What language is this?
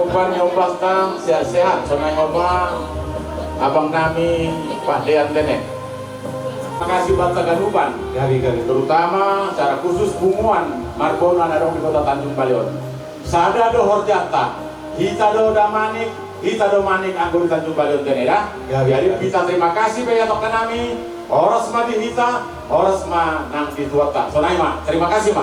Batak Toba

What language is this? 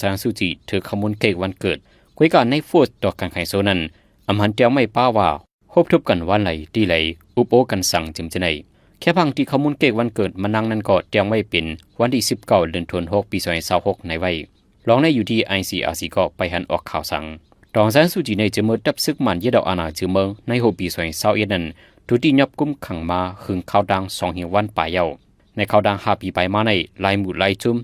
Shan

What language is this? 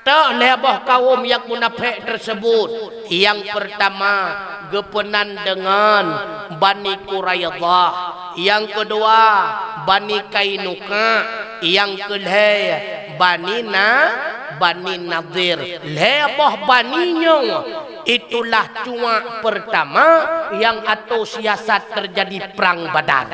Achinese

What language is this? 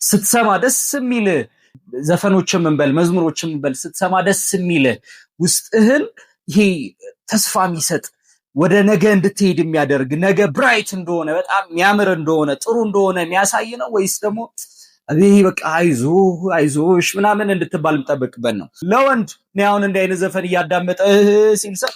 Amharic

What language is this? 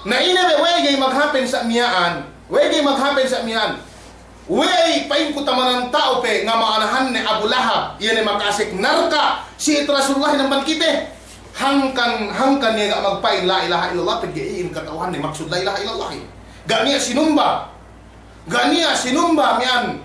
Yakan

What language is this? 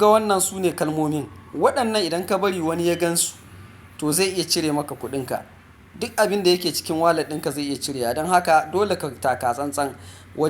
Hausa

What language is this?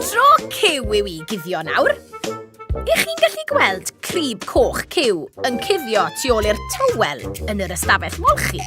Welsh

